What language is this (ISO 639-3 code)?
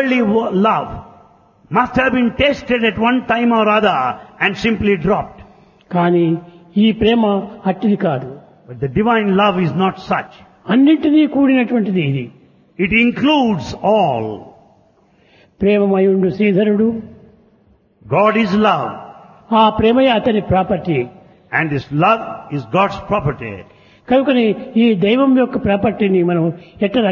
tel